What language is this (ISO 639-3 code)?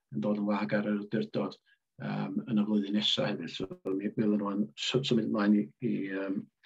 cym